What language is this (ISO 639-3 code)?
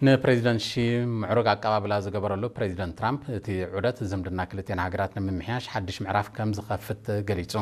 tir